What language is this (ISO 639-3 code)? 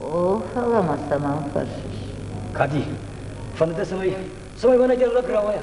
oss